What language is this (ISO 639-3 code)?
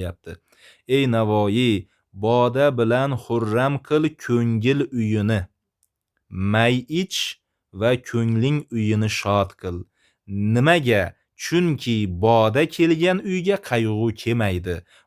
uzb